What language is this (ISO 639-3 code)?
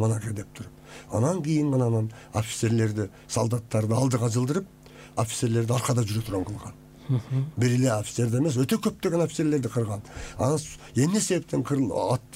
kir